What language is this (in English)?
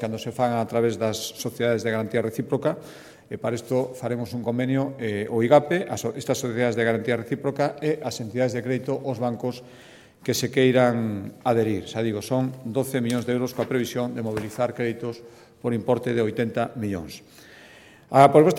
Galician